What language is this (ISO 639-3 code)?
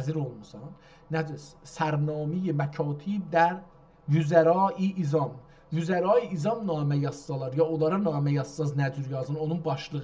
azb